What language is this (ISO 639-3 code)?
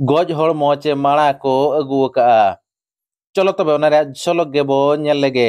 sat